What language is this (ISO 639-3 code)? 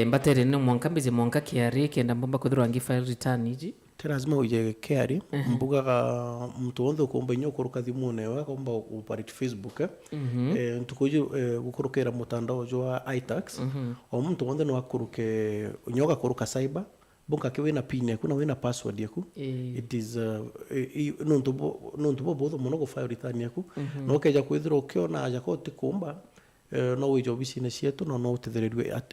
mer